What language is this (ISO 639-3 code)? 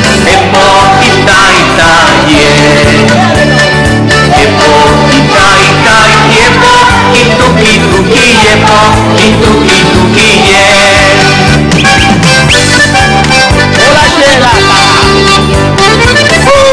eus